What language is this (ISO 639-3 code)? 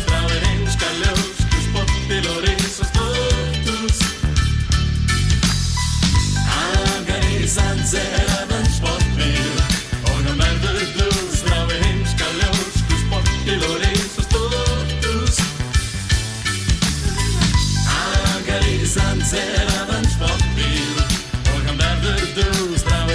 isl